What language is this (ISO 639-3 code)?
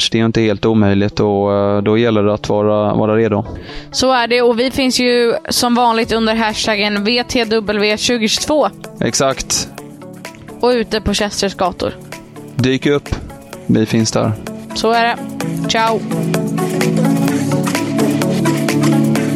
swe